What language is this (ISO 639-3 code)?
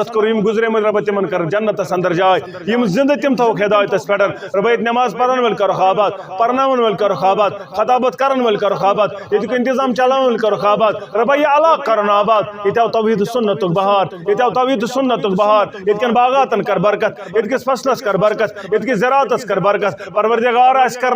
kas